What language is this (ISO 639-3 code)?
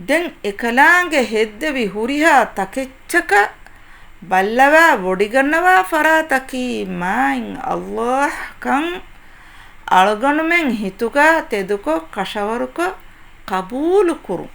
div